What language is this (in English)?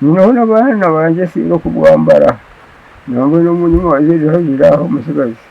Nyankole